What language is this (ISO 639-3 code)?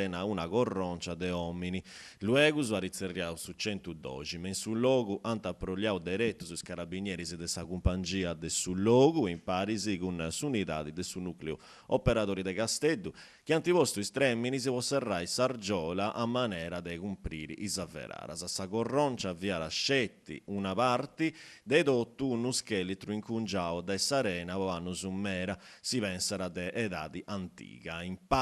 srd